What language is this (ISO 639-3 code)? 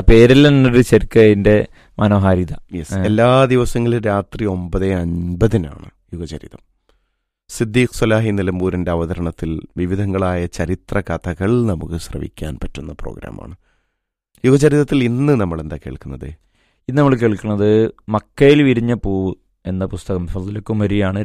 mal